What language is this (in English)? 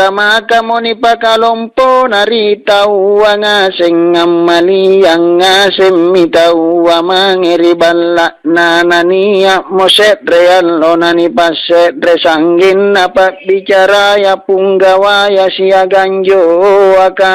Makasar